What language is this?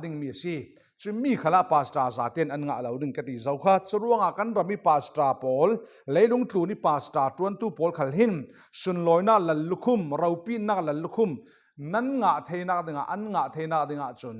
Falam Chin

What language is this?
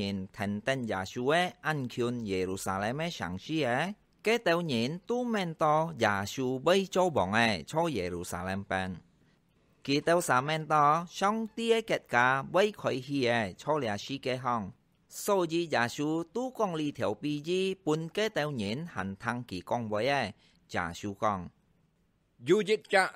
Hakka Chinese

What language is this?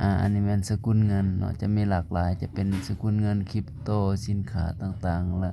Lao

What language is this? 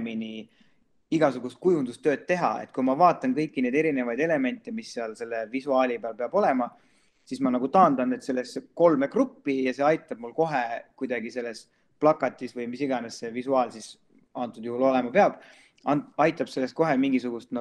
Estonian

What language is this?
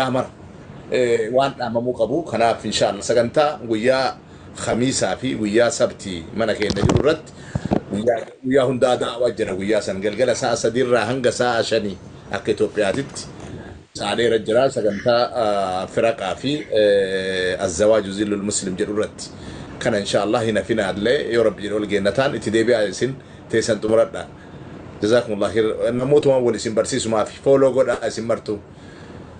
Oromo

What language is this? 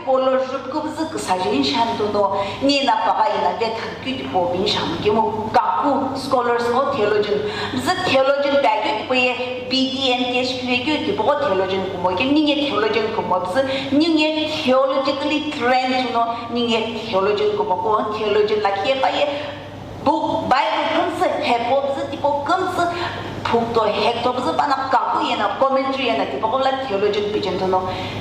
Sumi Naga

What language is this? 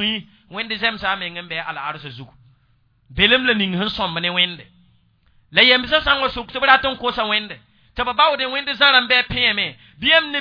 Mossi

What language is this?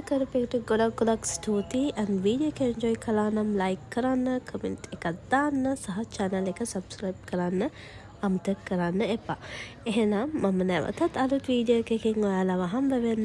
Sinhala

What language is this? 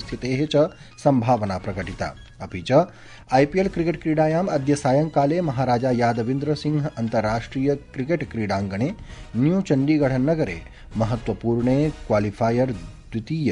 Sanskrit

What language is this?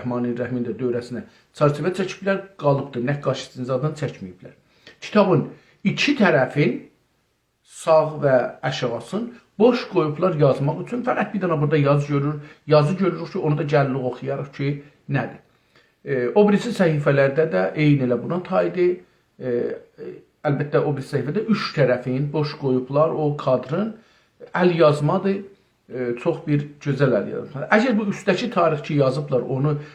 South Azerbaijani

